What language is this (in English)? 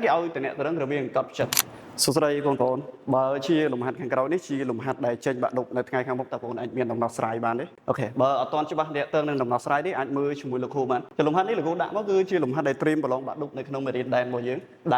Khmer